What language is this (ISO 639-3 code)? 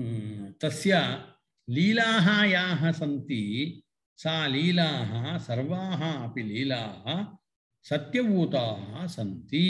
san